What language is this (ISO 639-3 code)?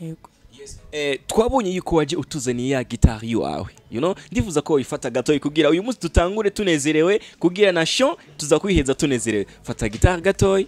run